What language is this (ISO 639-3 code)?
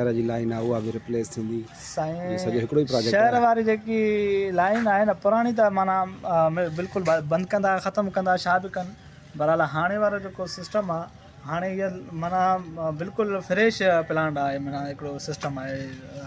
snd